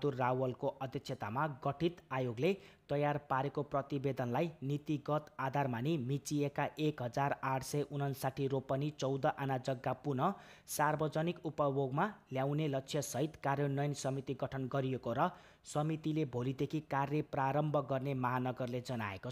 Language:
Nepali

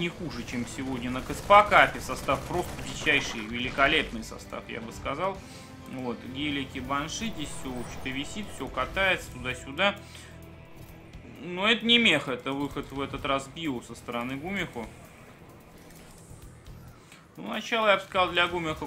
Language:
Russian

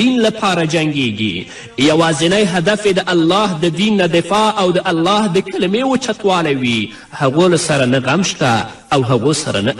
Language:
Pashto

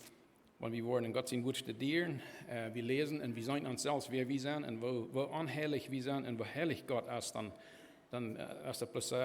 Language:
Plautdietsch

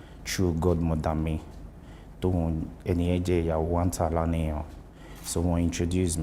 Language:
Yoruba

